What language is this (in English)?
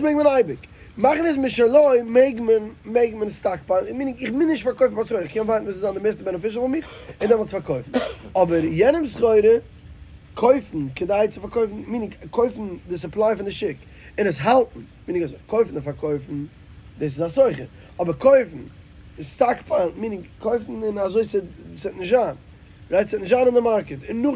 Yiddish